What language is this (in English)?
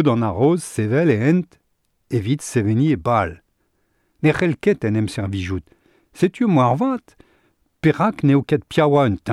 Breton